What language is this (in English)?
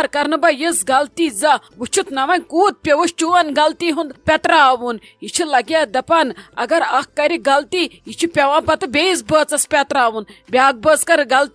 Kashmiri